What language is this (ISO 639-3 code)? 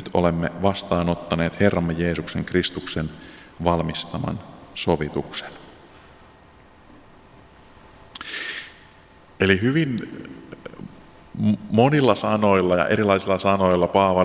fin